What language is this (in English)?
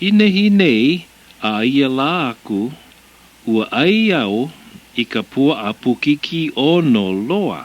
Hawaiian